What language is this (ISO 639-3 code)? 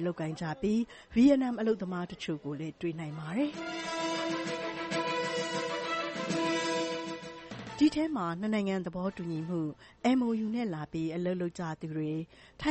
mya